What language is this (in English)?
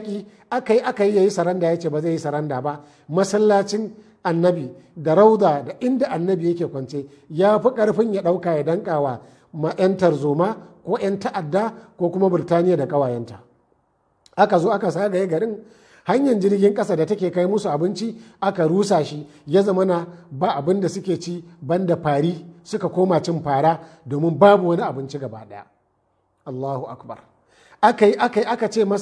Hausa